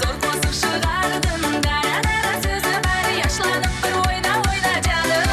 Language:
Kara-Kalpak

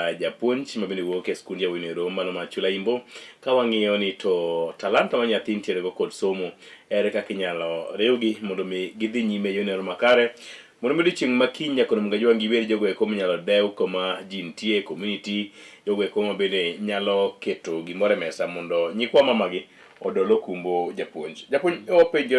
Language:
Luo (Kenya and Tanzania)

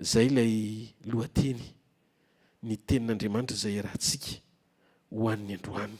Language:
Malagasy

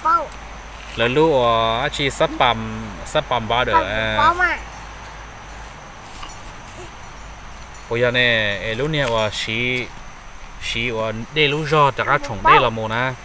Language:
Vietnamese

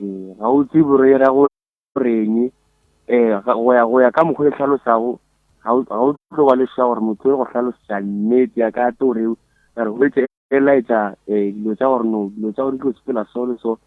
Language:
Northern Sotho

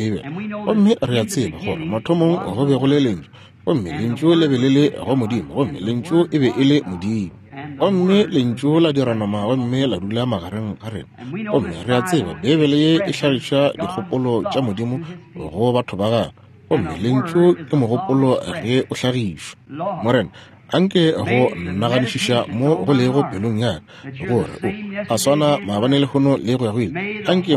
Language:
Northern Sotho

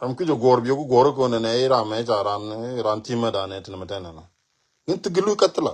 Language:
Nuer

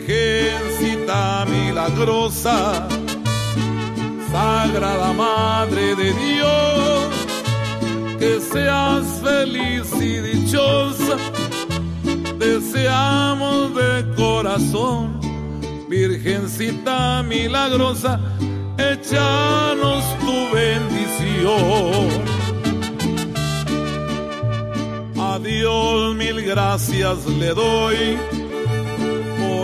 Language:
Spanish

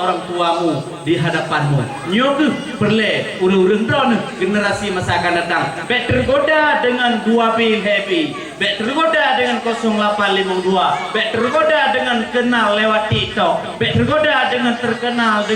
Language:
Achinese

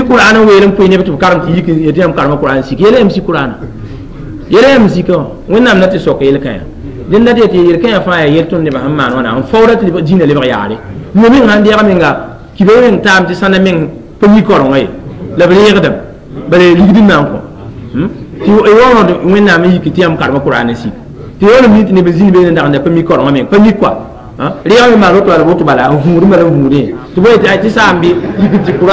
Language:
Mossi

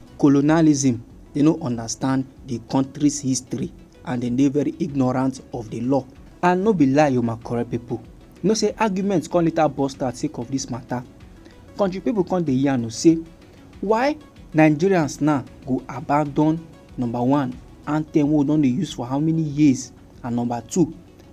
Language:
Nigerian Pidgin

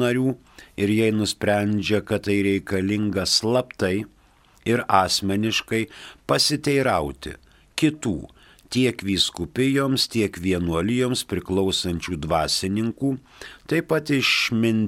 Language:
Lithuanian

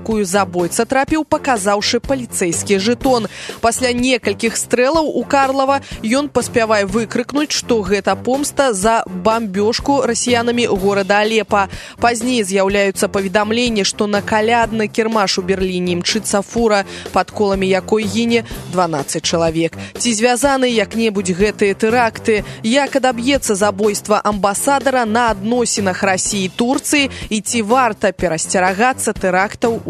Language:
Belarusian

